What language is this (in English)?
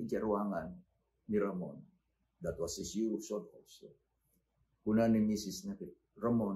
Iloko